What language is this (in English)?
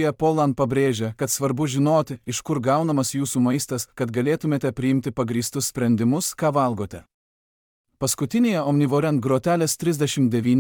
Lithuanian